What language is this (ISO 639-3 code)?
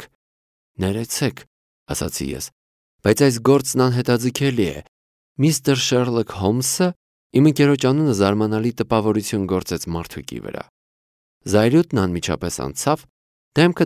hye